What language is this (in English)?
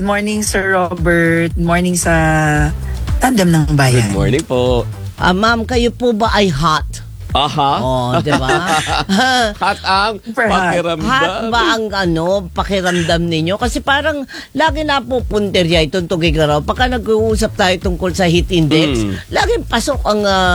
Filipino